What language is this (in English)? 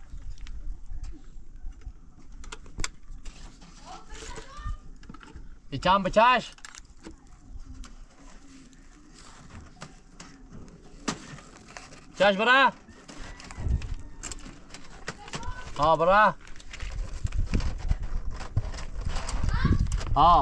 Persian